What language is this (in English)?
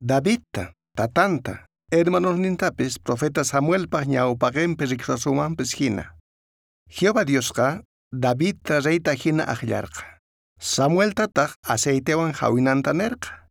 South Bolivian Quechua